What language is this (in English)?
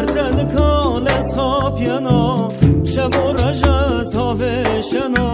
Zaza